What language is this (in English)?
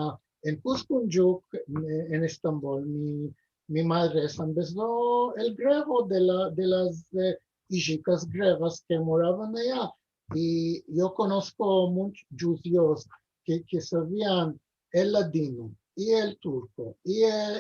Ladino